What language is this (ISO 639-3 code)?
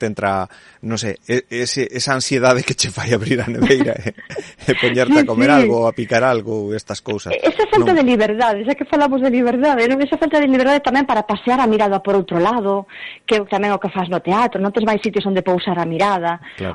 glg